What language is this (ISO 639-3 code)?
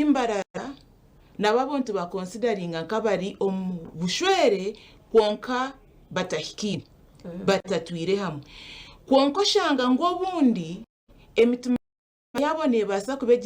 nyn